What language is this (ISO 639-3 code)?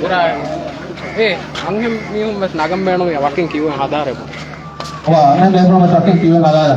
div